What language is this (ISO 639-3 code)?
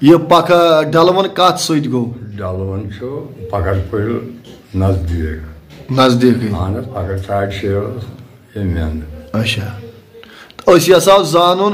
kas